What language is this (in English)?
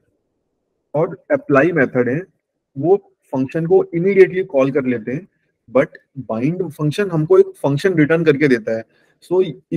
Hindi